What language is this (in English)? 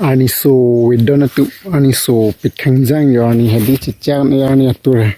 Karbi